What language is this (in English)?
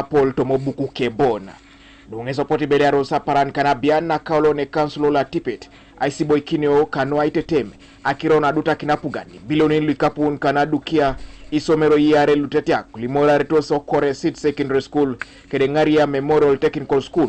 Teso